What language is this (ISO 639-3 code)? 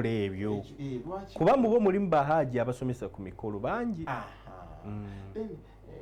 lug